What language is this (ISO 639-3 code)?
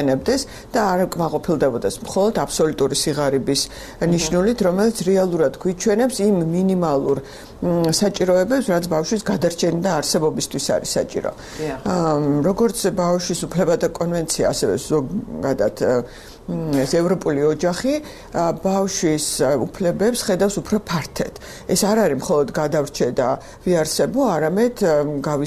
kat